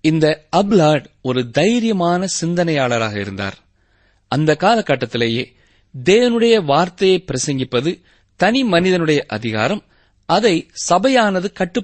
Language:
Tamil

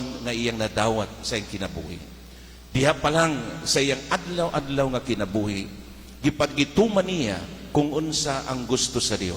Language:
Cebuano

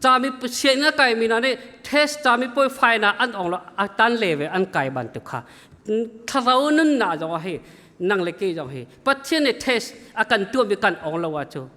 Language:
Hakha Chin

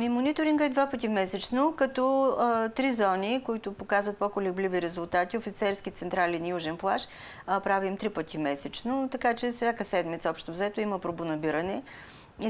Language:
Bulgarian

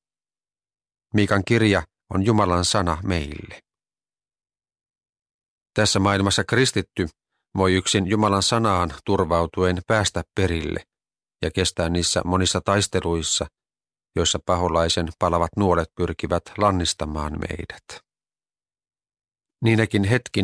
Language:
Finnish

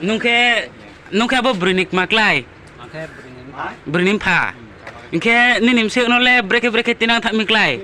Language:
Riang (India)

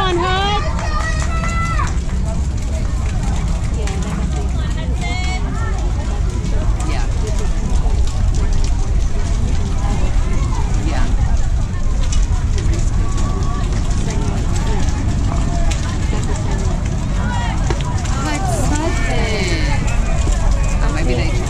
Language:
English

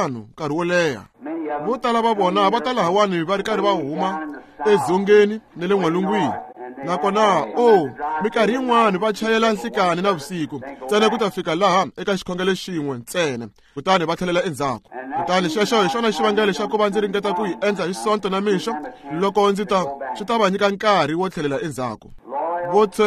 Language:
Tsonga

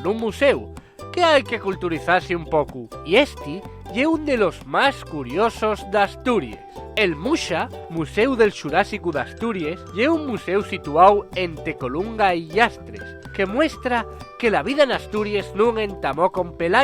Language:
Asturian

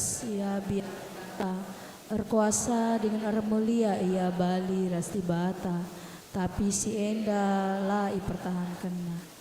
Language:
Batak Karo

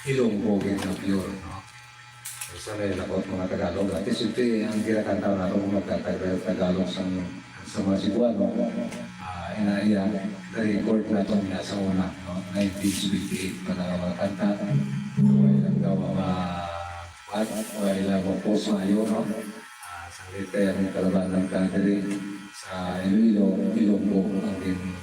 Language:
Hiligaynon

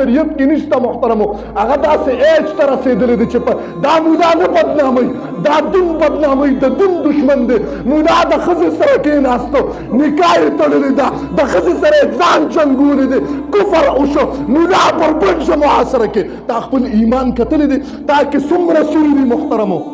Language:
Pashto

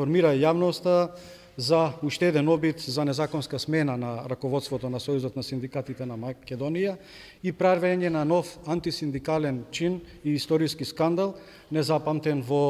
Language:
Macedonian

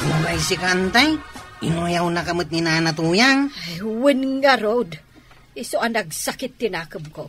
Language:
Iloko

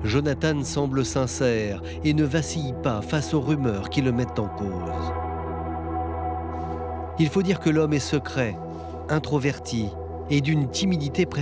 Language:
French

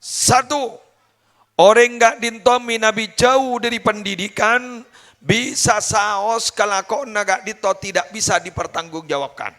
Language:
Madurese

